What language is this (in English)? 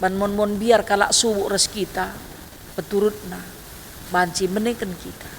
Batak Karo